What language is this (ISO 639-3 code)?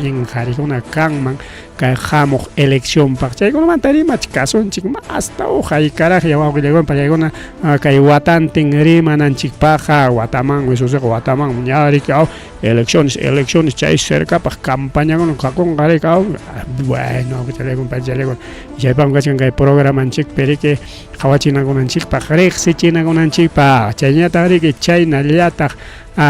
quy